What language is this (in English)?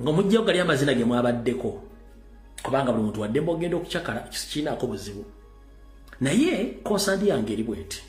Ganda